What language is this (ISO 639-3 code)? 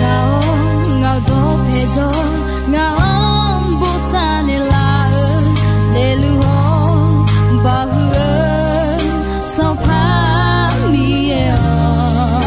ahk